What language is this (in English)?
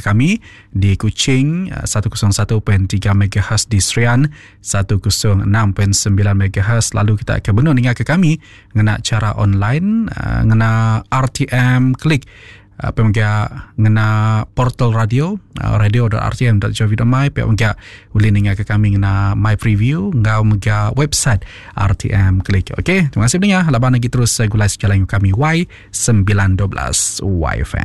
Iban